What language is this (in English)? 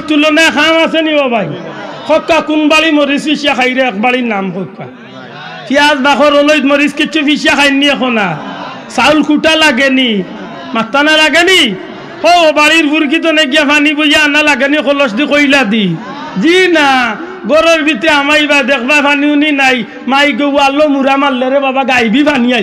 Sylheti